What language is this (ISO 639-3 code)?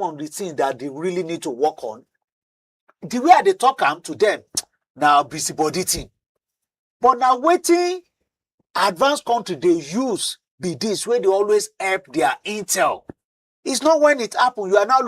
pcm